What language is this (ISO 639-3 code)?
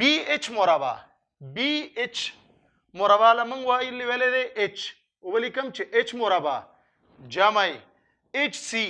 pus